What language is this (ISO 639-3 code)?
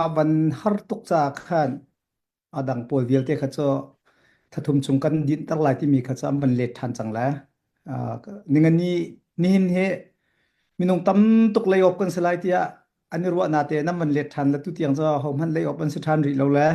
cnh